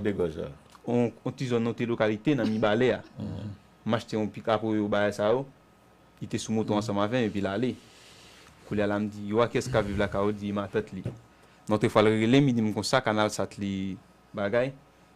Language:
Haitian Creole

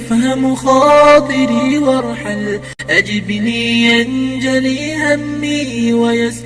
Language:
Ingush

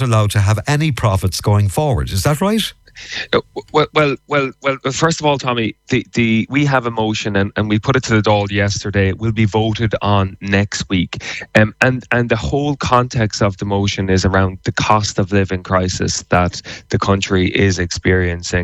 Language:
English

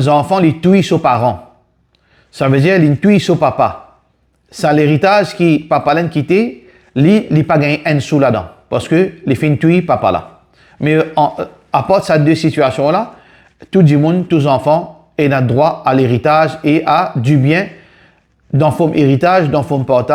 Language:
Morisyen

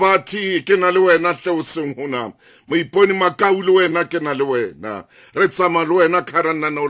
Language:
Southern Sotho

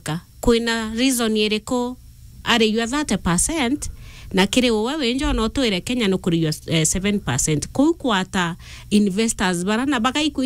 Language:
Meru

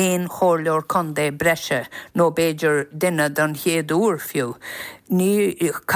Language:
Irish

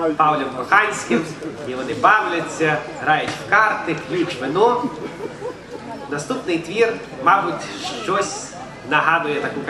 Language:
Ukrainian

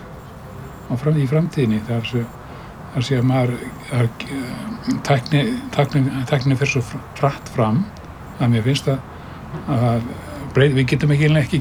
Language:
Icelandic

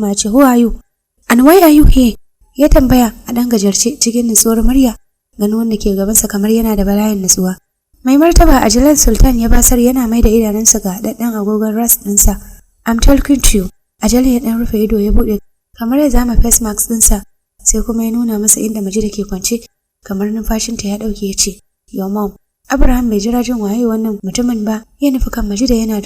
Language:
Hausa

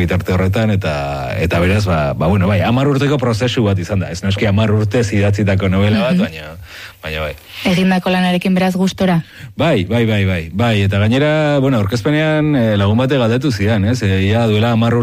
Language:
Basque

